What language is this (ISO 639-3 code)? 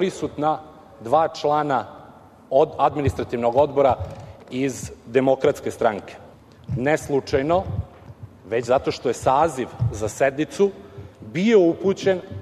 srp